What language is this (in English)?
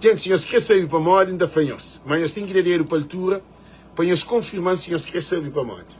Kabuverdianu